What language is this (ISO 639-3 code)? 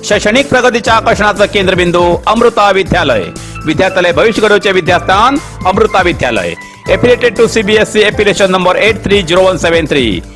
kok